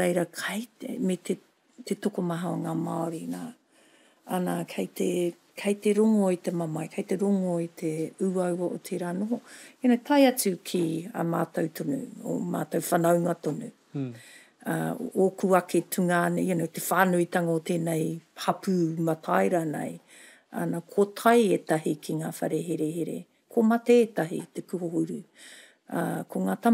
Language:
Māori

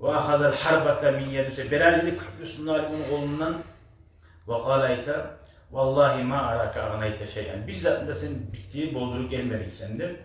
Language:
Kumyk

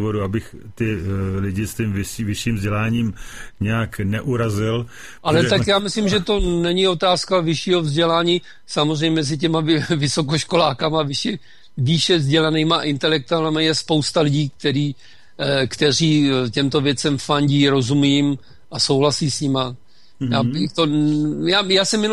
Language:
Czech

